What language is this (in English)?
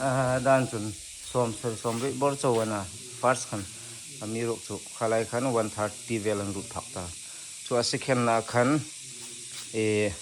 Hmar